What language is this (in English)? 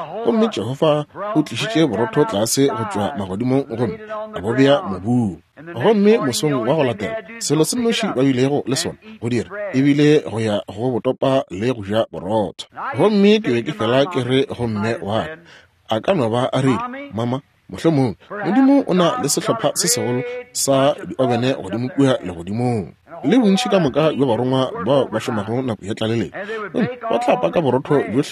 Northern Sotho